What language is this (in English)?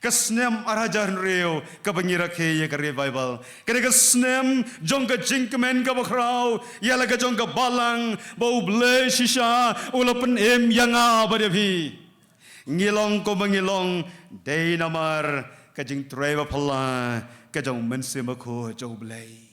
Khasi